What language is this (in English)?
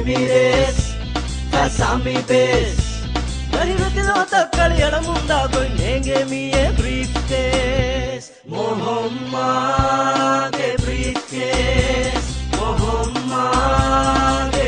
Divehi